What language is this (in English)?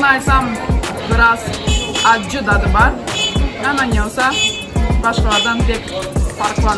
Crimean Tatar